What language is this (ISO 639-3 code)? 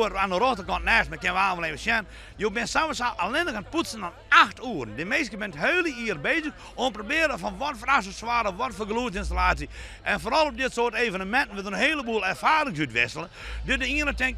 fry